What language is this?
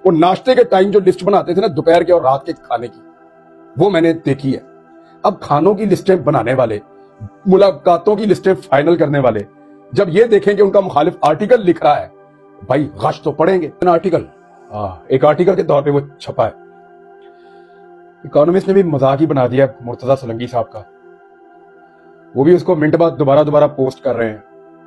Urdu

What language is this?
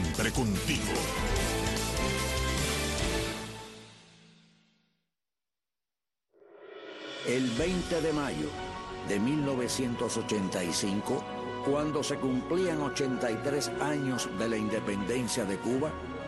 Spanish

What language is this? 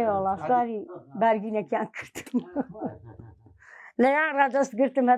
Central Kurdish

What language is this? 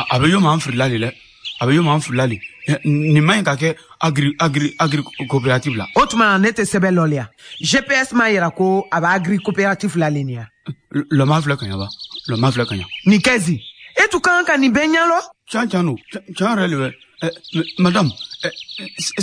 Bambara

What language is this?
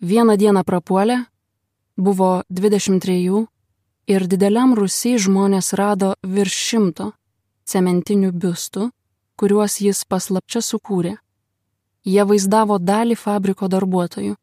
Lithuanian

